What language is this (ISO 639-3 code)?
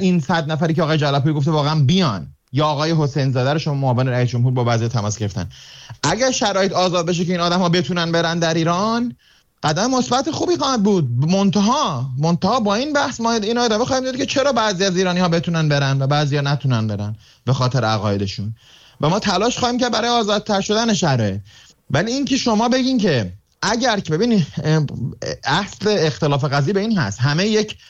fas